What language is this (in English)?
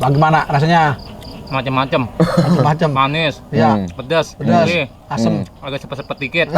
Betawi